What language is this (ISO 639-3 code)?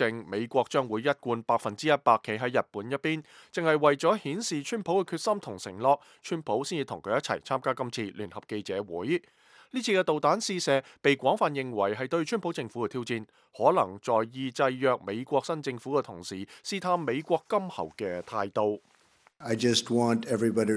yue